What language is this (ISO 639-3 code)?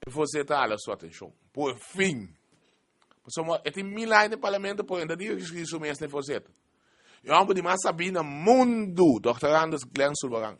pap